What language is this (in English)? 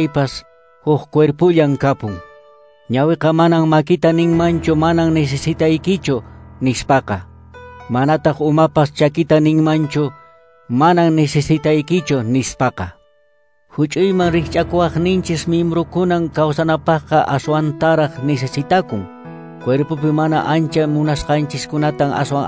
Quechua